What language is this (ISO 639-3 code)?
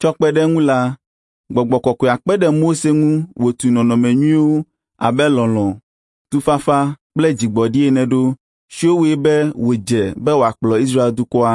ewe